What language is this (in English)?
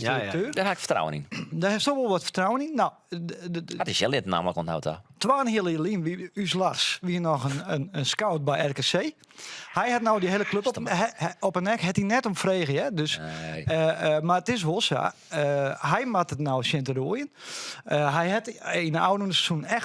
Western Frisian